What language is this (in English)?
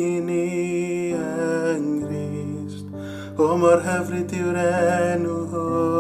Welsh